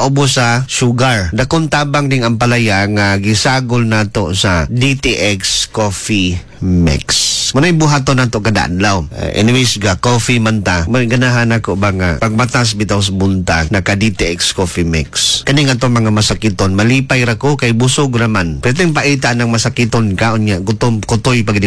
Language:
Cebuano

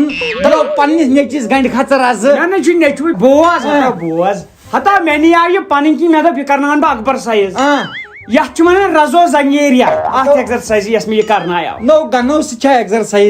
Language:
Kashmiri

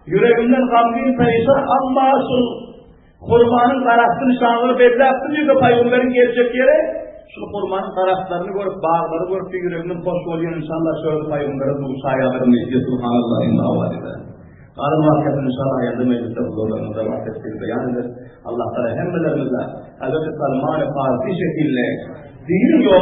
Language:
Turkmen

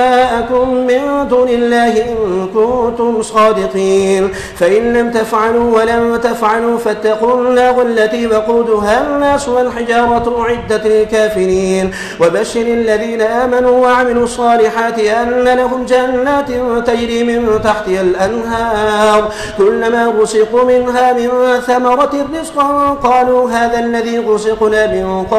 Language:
Arabic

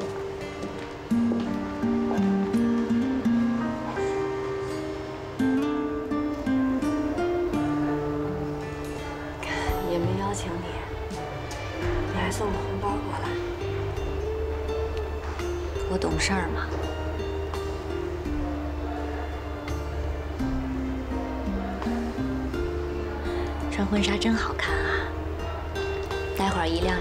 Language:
Chinese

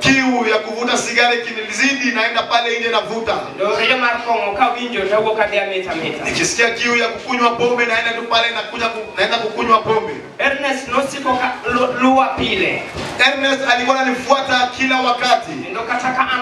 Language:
Luo (Kenya and Tanzania)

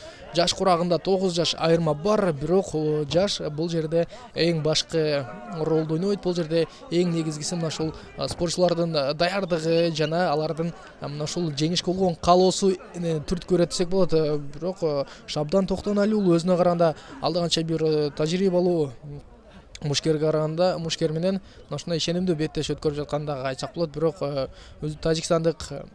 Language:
Kyrgyz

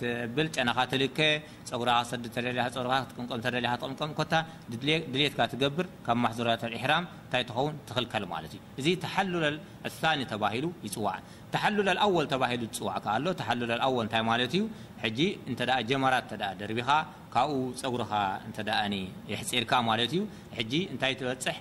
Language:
Tigrinya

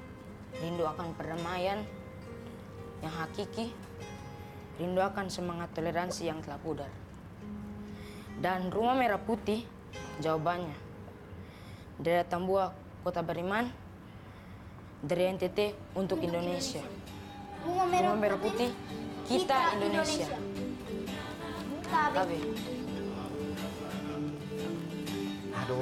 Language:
Indonesian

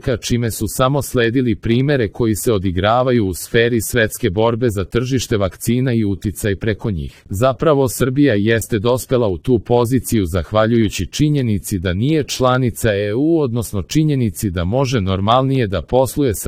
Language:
Serbian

